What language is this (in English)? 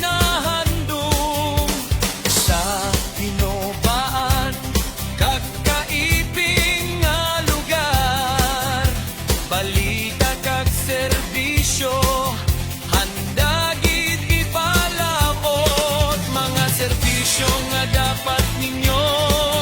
Hiligaynon